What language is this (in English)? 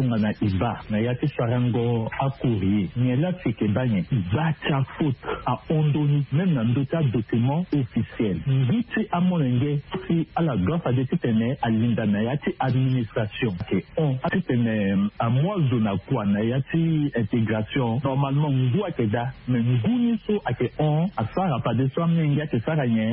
Sango